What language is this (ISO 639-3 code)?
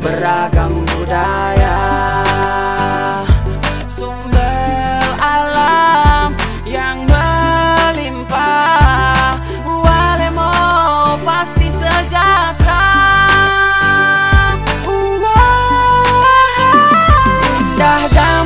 ind